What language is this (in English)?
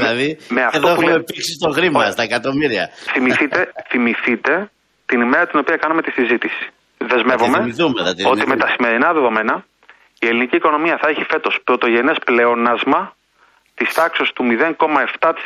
Greek